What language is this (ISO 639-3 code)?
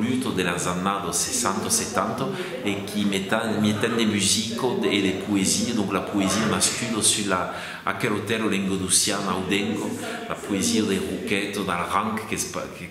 oci